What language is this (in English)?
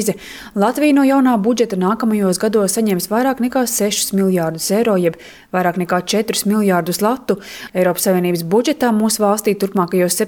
Latvian